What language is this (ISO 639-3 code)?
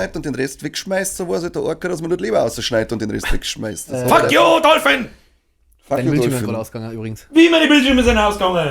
bar